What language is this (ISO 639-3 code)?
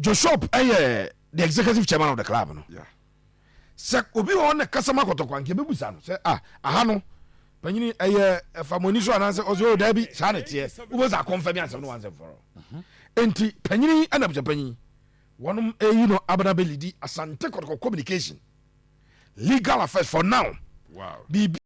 aka